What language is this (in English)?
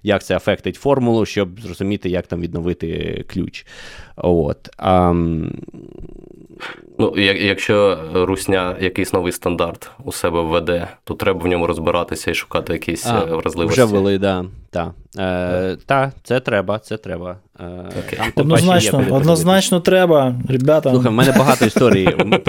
Ukrainian